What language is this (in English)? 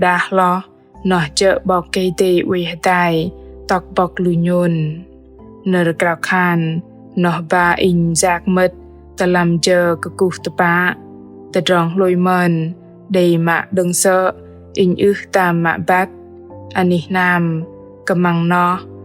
Bahnar